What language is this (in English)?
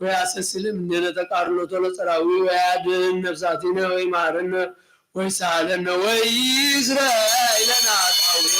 Geez